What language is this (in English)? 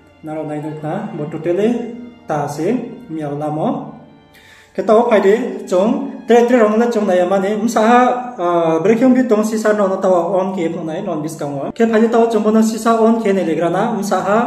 Riang (India)